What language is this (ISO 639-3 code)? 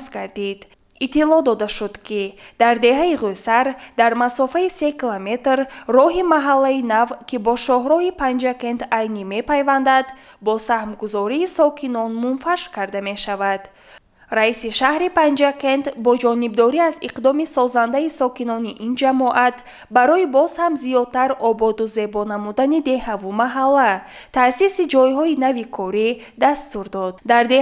tgk